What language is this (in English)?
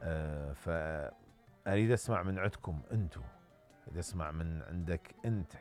Mesopotamian Arabic